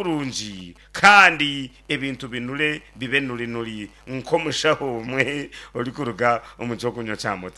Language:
Nyankole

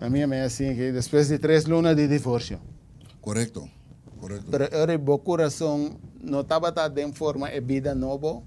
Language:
Papiamento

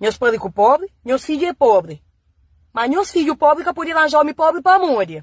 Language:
Kabuverdianu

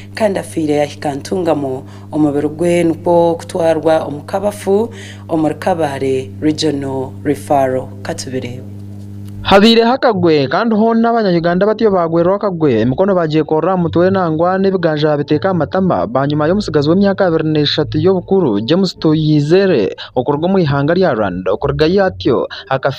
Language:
Nyankole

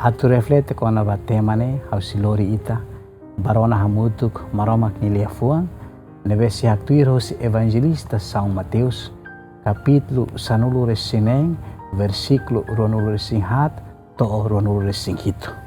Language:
Tetum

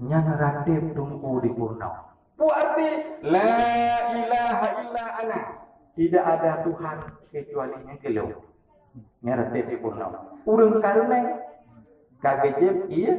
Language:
Achinese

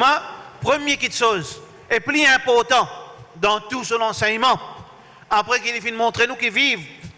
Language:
Morisyen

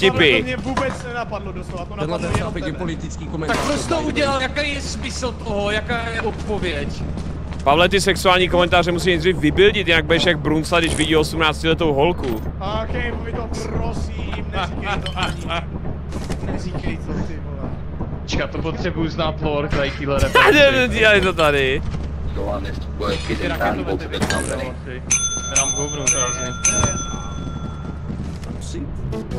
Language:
Czech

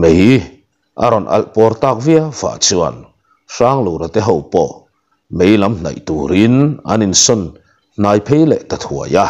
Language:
Mizo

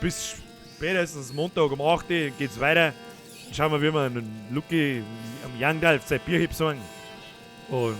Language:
Bavarian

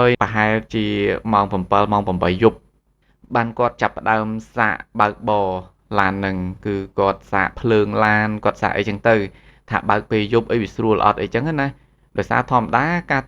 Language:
Khmer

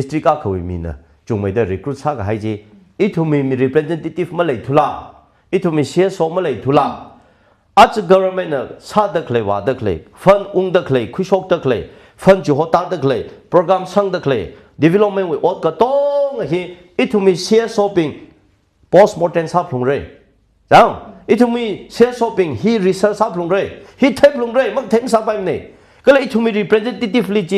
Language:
Tangkhul Naga (India)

